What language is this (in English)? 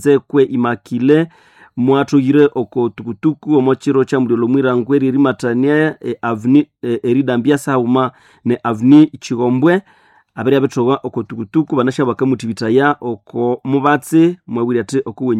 Nande